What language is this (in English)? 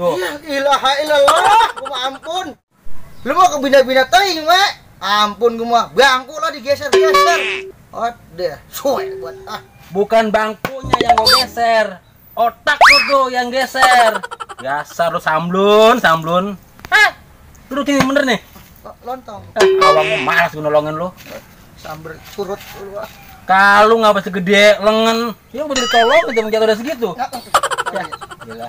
Betawi